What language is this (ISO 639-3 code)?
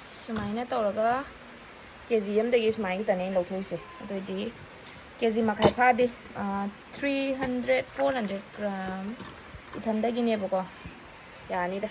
mni